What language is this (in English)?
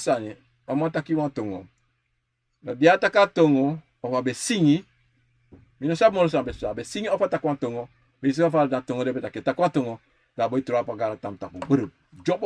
Sranan Tongo